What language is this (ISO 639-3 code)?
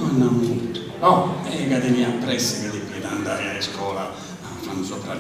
srd